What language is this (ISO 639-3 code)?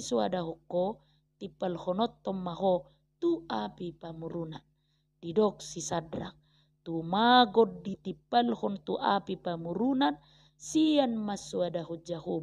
bbc